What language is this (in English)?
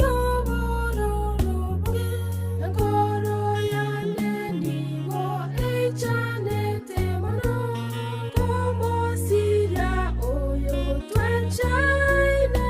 Gusii